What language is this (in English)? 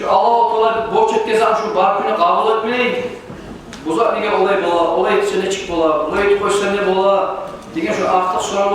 Kumyk